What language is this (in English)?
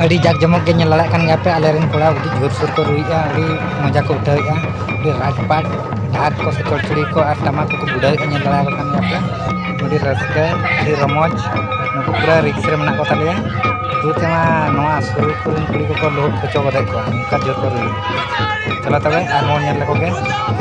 Santali